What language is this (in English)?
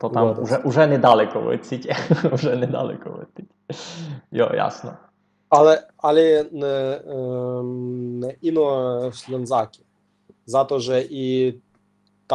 Rusyn